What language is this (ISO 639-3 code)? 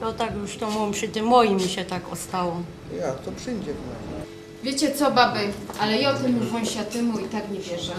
szl